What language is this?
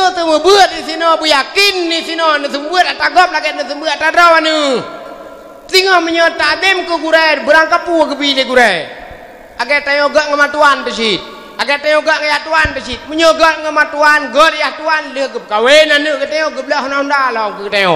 Achinese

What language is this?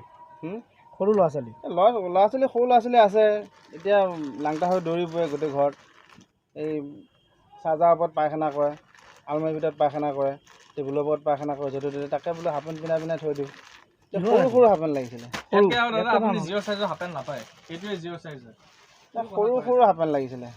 Assamese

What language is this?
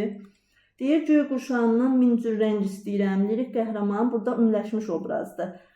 Azerbaijani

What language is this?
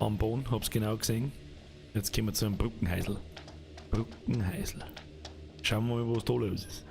Bavarian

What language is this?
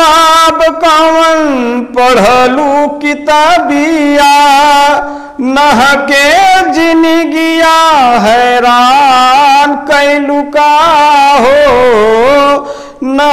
Bhojpuri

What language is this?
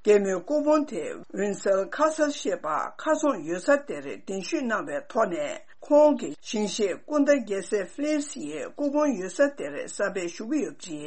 Tibetan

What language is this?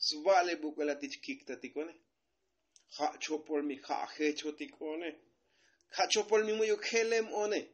Tzotzil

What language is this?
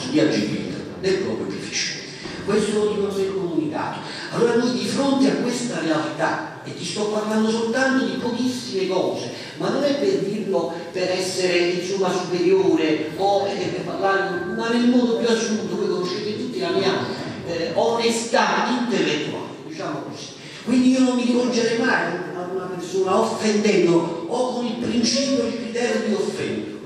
Italian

